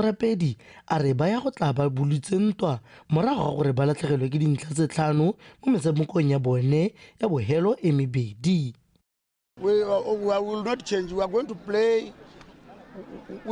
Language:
Tswana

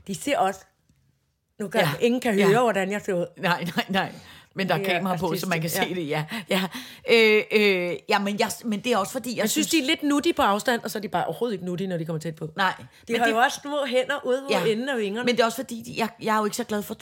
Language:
Danish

